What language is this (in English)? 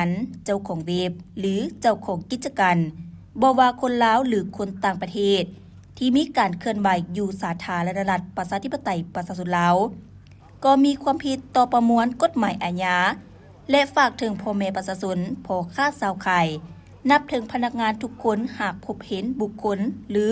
Lao